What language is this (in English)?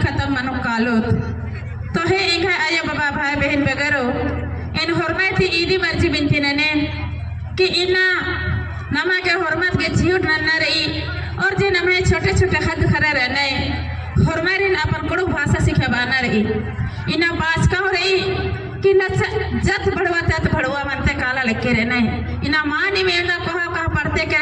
Kurukh